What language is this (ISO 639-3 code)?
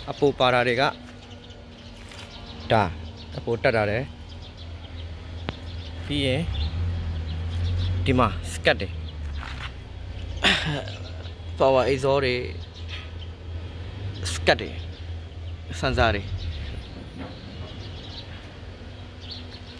mya